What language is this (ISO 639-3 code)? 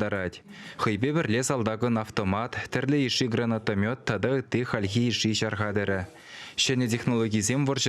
chv